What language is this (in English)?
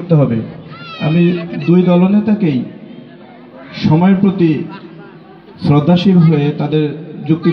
Bangla